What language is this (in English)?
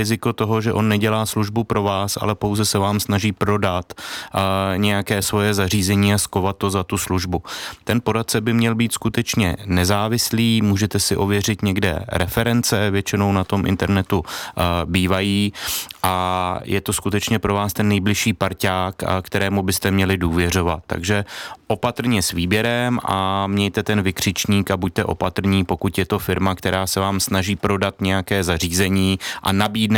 Czech